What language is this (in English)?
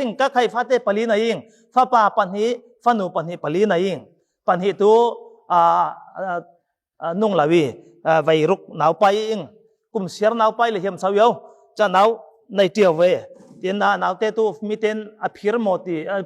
Falam Chin